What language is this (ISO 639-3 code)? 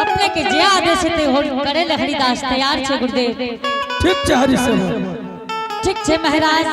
anp